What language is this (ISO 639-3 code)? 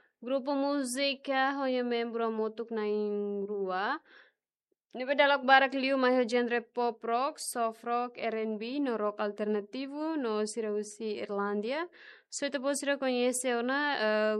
tet